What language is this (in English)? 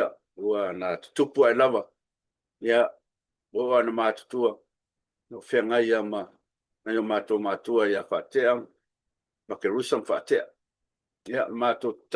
Samoan